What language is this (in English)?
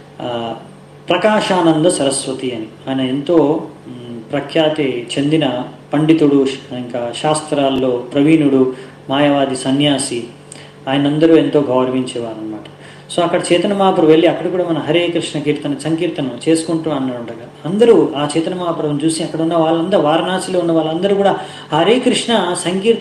Telugu